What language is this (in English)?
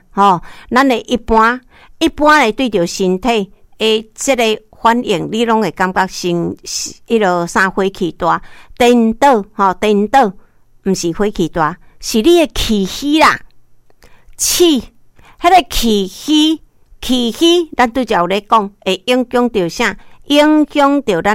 Min Nan Chinese